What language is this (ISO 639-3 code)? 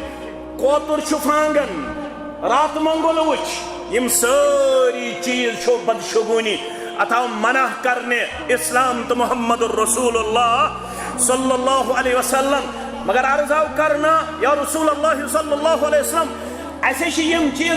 kas